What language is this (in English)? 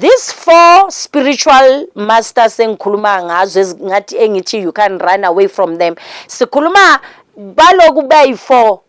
Zulu